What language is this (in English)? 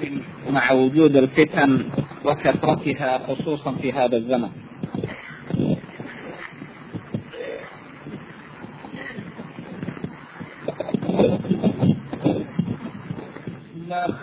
Arabic